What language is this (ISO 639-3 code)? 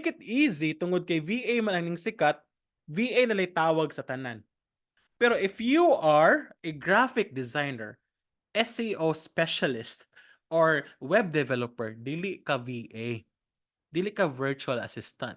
ceb